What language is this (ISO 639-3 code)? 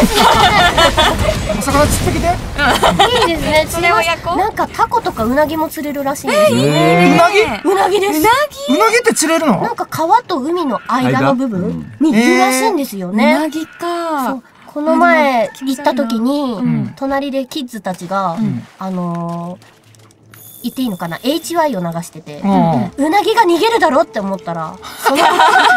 jpn